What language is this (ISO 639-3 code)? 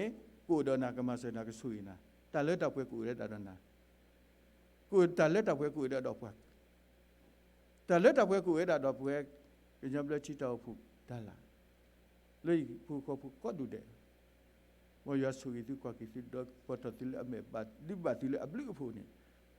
ksw